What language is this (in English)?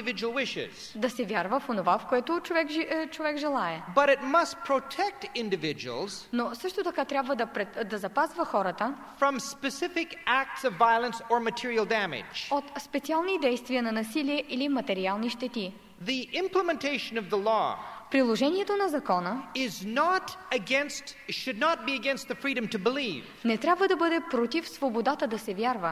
Bulgarian